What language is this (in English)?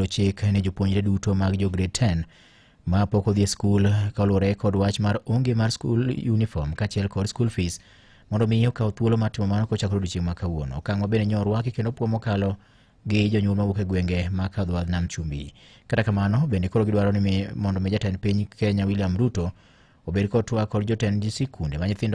Luo (Kenya and Tanzania)